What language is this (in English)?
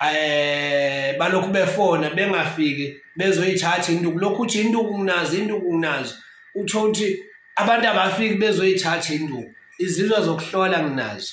Zulu